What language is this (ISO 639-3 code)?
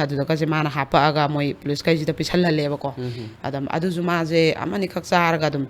mni